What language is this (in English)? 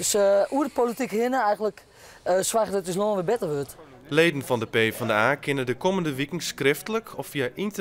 Western Frisian